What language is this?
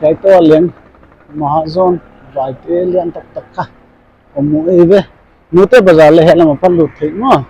Paite Chin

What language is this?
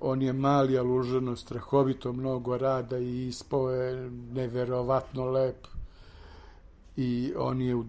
Serbian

